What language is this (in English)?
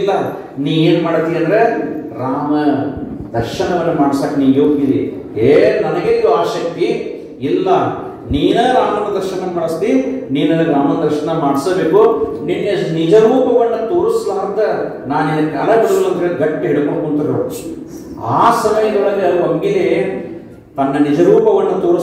Kannada